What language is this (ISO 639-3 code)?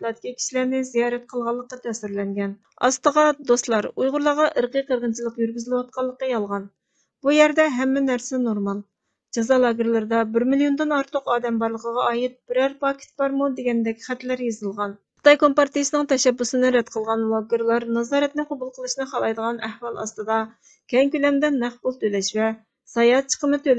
uig